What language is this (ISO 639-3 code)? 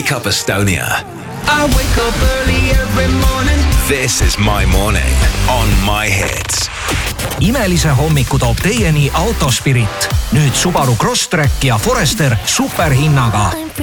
est